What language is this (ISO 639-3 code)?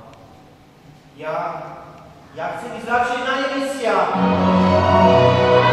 slk